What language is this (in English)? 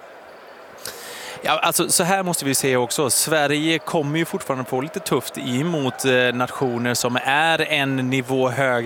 Swedish